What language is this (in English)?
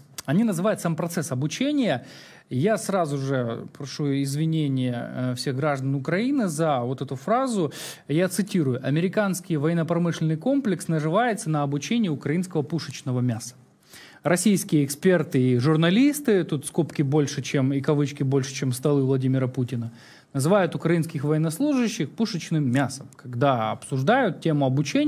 Russian